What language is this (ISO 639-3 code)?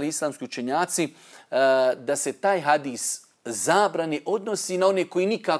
bos